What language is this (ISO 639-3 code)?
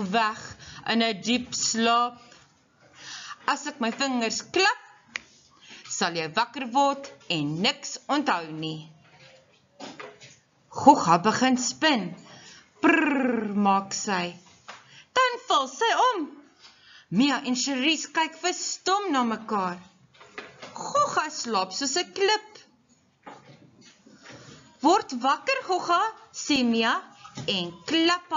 afr